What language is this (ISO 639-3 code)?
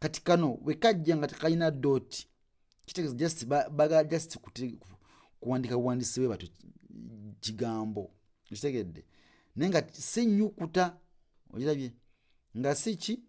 lug